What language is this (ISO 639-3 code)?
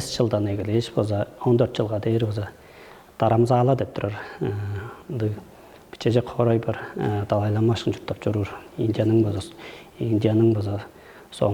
tyv